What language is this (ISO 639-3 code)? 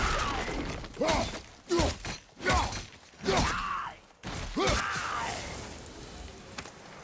ita